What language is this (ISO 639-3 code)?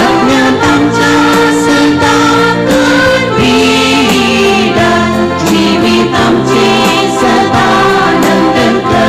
kok